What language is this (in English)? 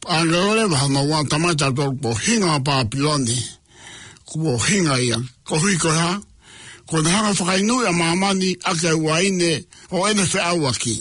Tongan